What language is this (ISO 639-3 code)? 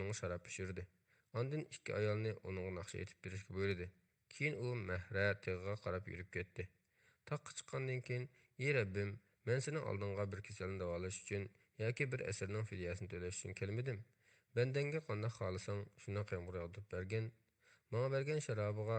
uig